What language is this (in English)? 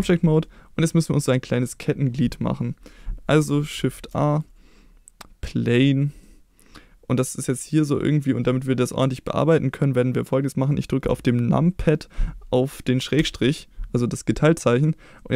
German